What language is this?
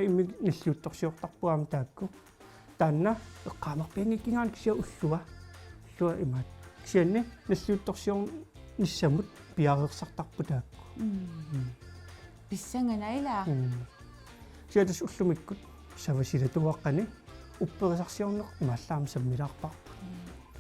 Kalaallisut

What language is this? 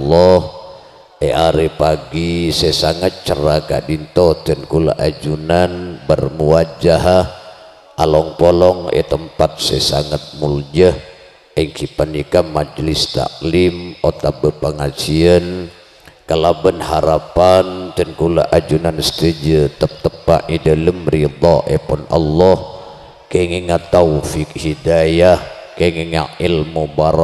Madurese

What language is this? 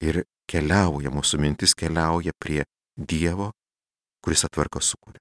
Lithuanian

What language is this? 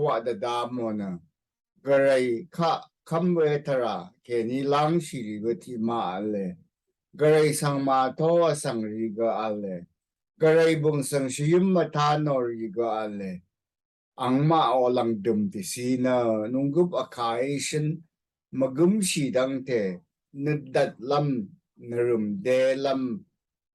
Rawang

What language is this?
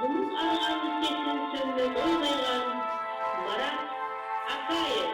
Kumyk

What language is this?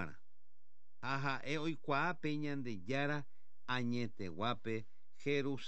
Guarani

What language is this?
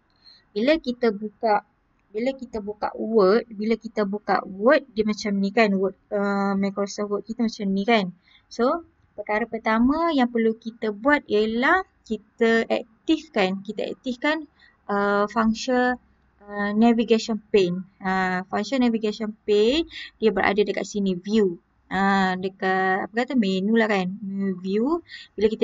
Malay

